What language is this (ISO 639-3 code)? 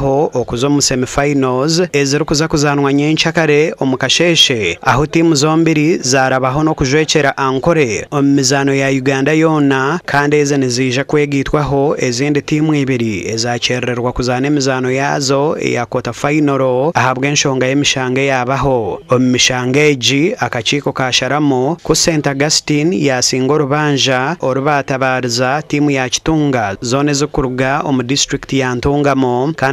nyn